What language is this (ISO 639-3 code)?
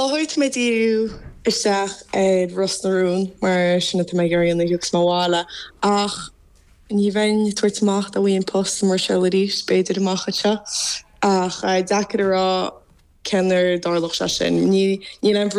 gle